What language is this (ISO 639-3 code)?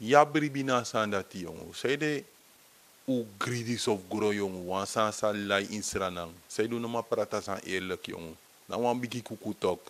srn